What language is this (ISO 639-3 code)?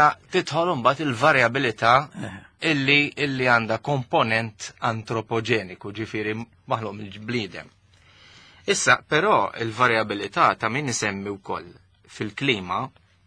mlt